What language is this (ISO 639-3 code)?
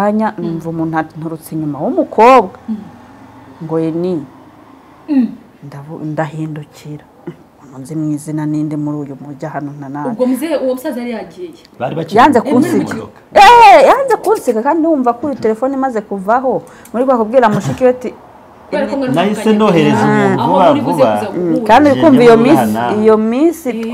kin